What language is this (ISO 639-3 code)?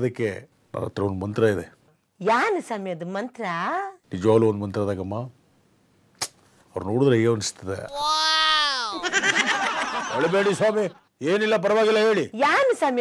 kan